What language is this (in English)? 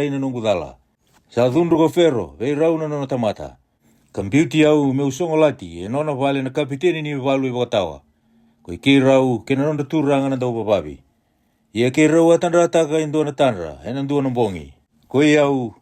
Fijian